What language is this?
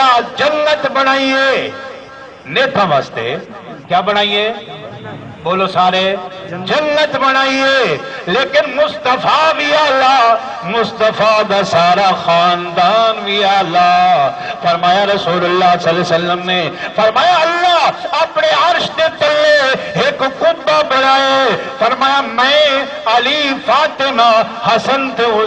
Saraiki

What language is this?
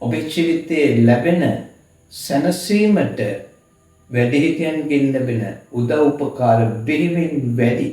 Sinhala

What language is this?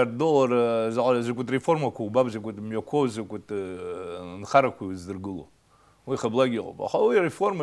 Abkhazian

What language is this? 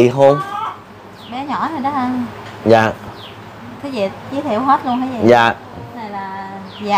Vietnamese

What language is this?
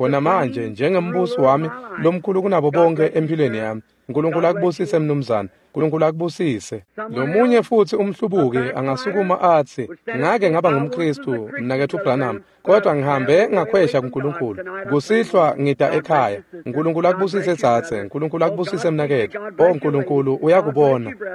Swati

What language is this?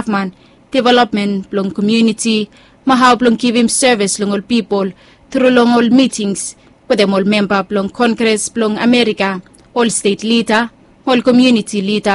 Bislama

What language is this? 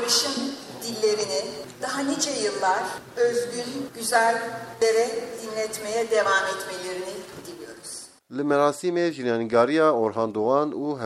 Kurdish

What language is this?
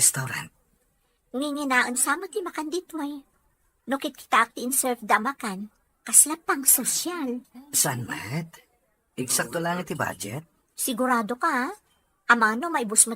Iloko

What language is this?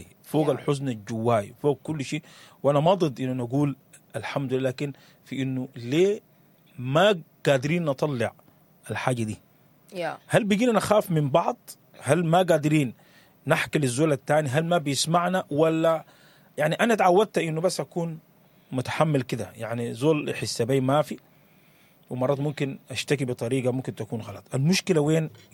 Sudanese Arabic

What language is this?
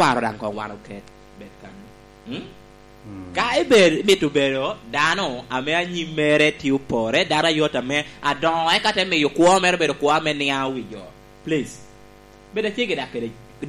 Lango (Uganda)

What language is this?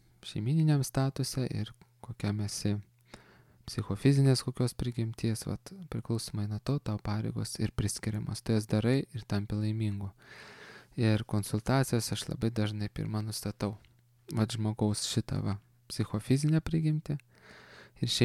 Lithuanian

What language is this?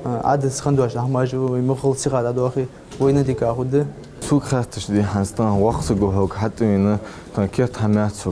Ingush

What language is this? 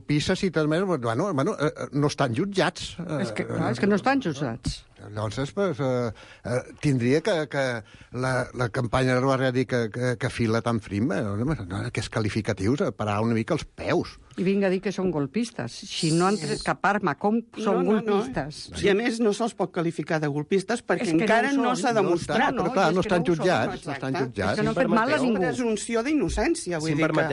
Catalan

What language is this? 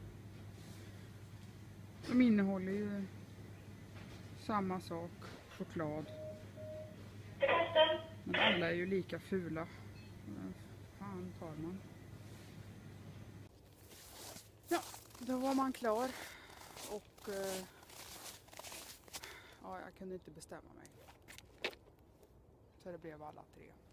Swedish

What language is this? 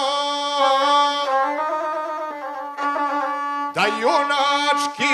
Serbian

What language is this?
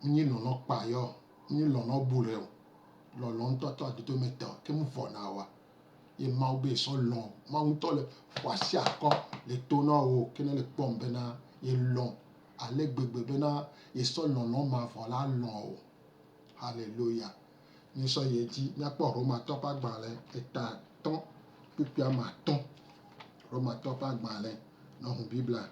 Gen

